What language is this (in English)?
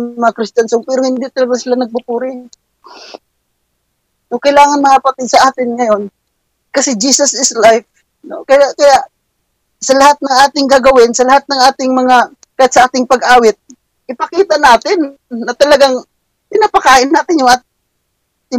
Filipino